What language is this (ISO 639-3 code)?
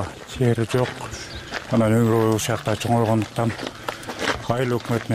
kir